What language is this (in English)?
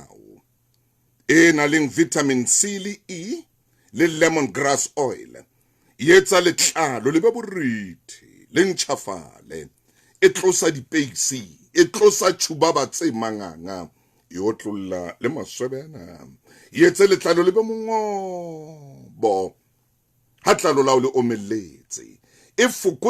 Southern Sotho